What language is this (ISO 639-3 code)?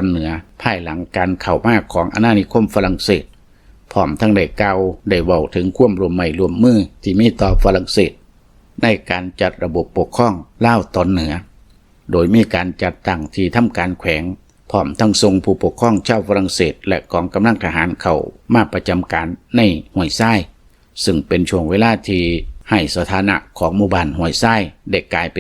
lao